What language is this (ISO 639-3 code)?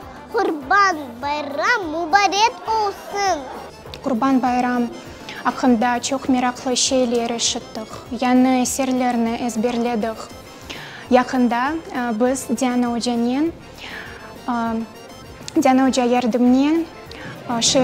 crh